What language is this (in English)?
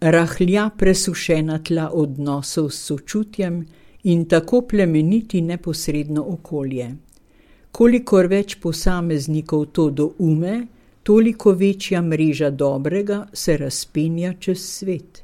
Slovenian